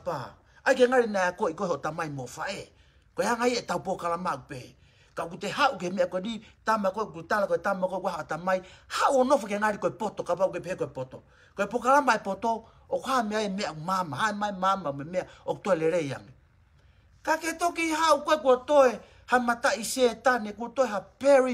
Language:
Tongan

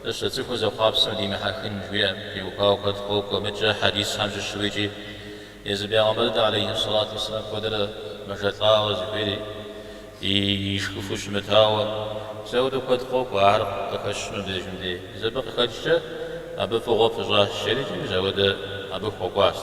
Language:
Kabardian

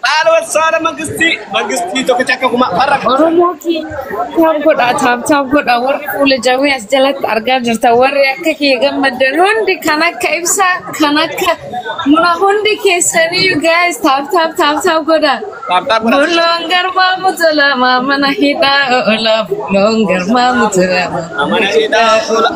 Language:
Oromo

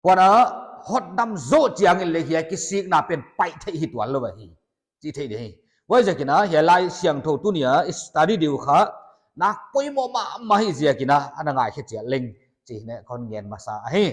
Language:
Paite Chin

